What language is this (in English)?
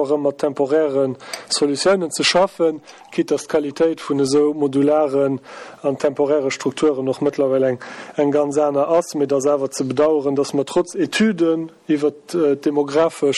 Luxembourgish